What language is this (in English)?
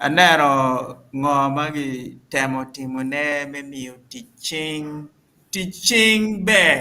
Acoli